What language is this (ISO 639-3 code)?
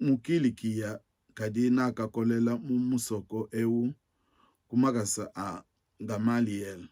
lua